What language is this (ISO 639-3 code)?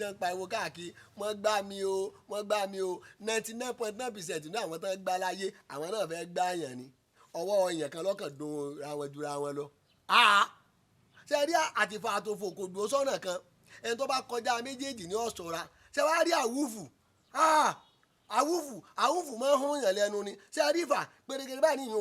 yor